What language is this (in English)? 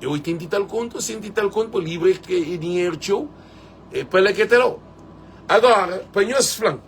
Kabuverdianu